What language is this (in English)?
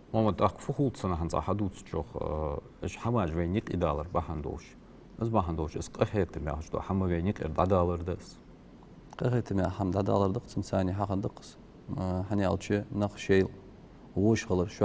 Ingush